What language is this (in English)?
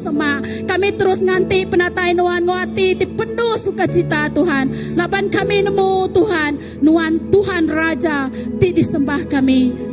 Iban